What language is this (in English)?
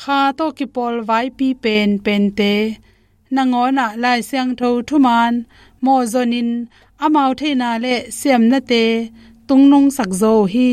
Tedim Chin